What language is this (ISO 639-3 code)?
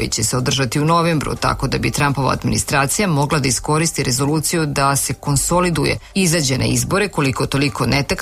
srp